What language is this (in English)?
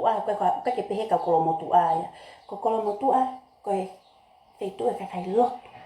Tongan